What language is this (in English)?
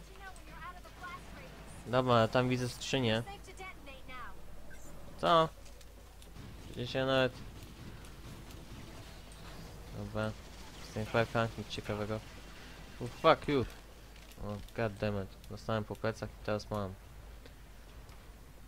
Polish